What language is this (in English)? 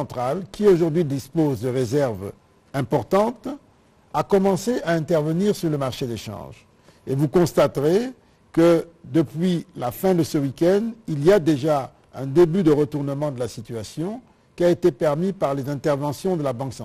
French